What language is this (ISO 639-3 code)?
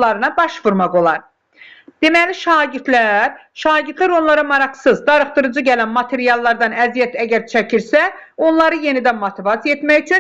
aze